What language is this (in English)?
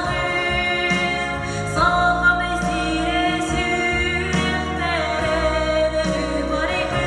Yakut